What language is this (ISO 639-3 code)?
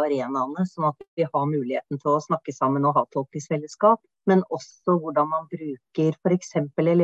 nor